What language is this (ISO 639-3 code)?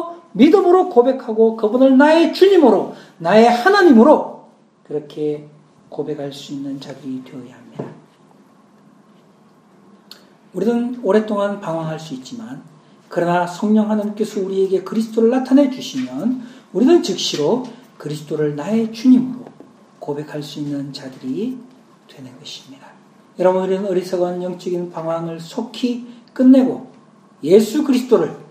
kor